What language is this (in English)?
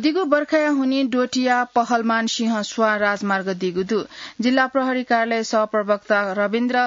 Newari